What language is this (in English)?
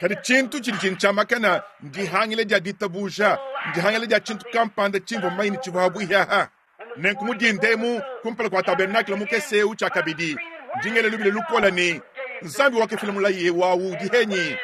Luba-Lulua